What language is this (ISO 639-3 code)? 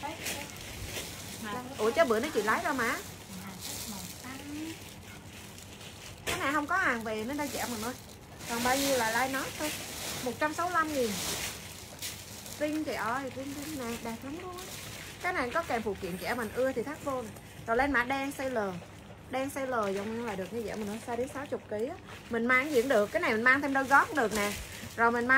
vie